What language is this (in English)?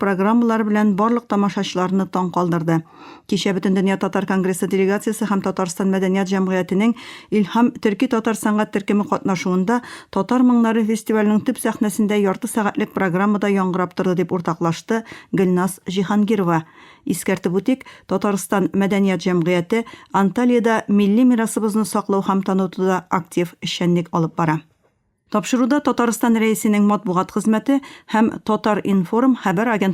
Tatar